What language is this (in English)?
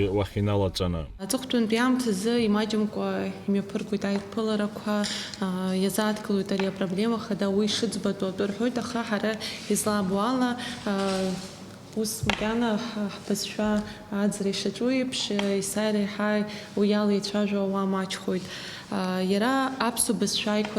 Abkhazian